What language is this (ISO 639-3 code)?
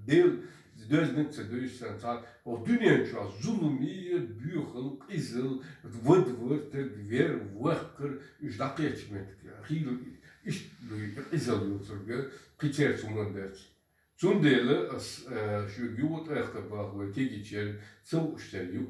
che